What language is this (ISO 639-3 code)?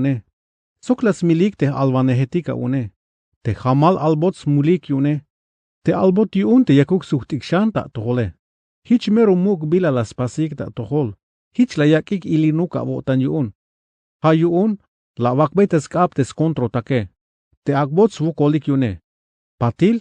tzh